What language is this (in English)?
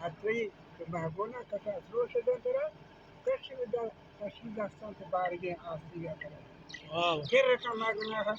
Baluchi